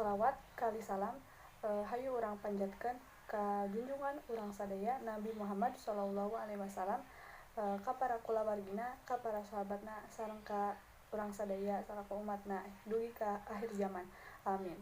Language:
Sundanese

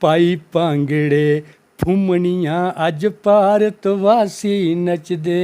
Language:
Dogri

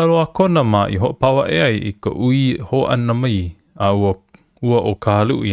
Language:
Hawaiian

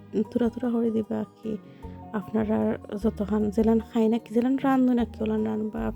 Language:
Sylheti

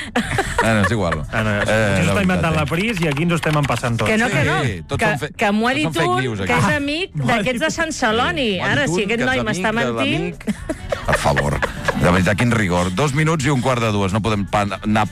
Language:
Catalan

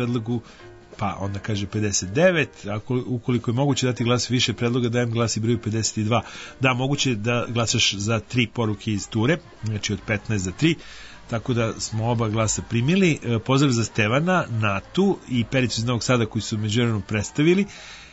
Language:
Serbian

